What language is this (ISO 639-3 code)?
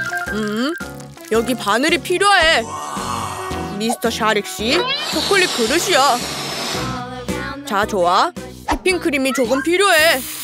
kor